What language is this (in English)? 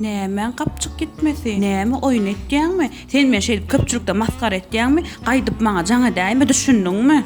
Turkmen